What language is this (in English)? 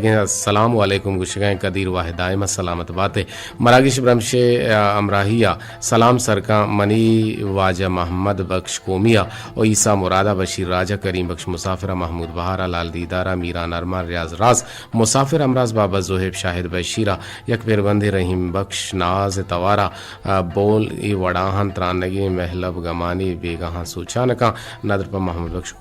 Eastern Balochi